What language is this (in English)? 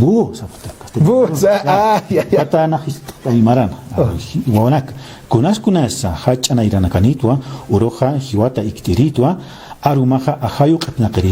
Aymara